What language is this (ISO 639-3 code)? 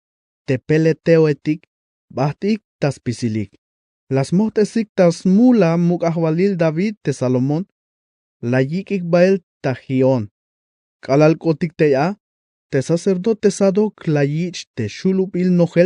tzh